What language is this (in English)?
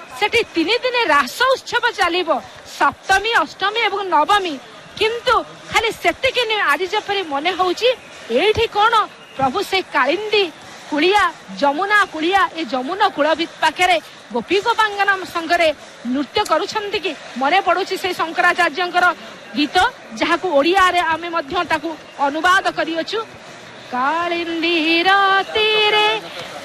Odia